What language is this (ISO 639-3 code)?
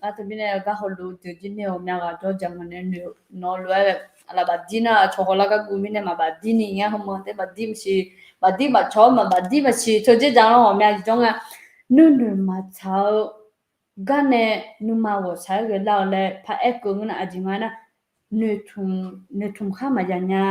ahk